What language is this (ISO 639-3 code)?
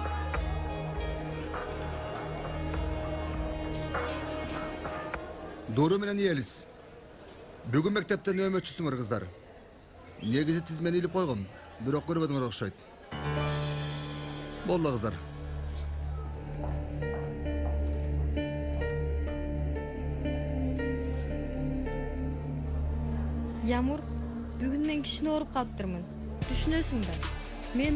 kir